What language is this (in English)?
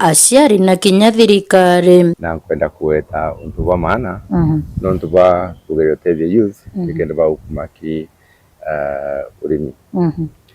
Meru